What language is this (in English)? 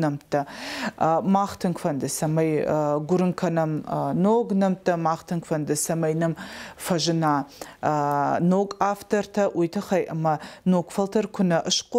Ossetic